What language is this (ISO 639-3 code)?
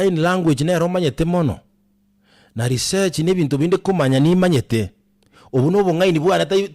guz